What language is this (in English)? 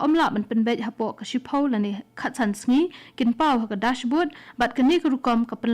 Khasi